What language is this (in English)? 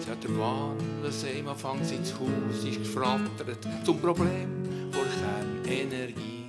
Swiss German